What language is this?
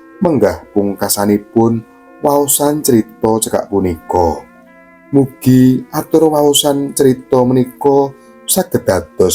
Javanese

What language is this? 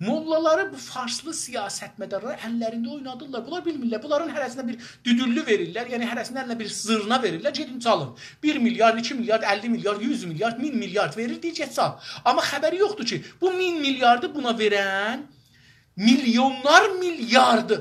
South Azerbaijani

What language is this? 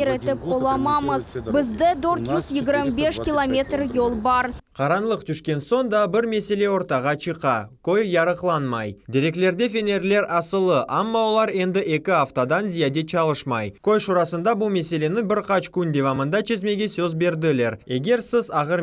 Crimean Tatar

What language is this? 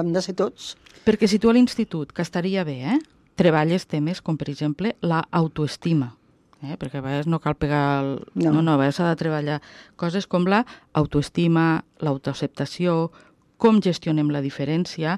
Catalan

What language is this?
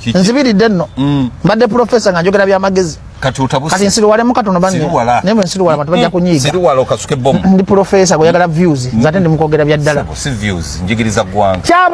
Ganda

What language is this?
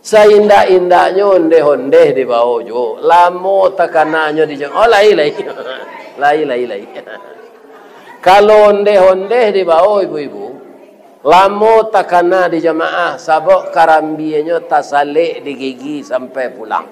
Minangkabau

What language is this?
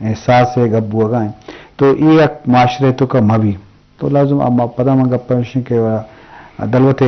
Eastern Balochi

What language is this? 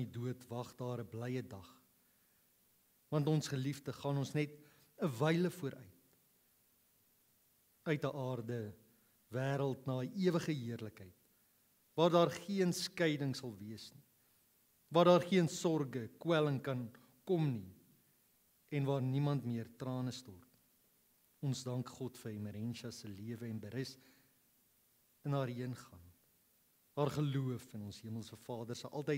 Afrikaans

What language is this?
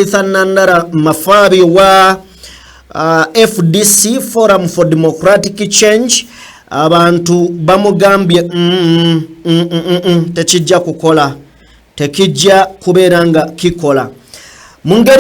Ganda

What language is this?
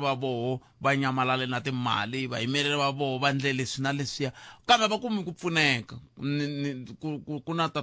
Tsonga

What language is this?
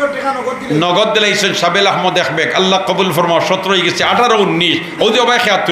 Sylheti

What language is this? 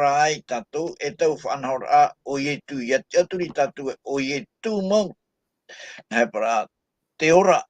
Tahitian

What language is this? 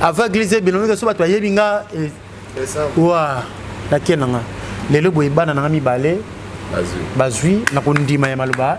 Lingala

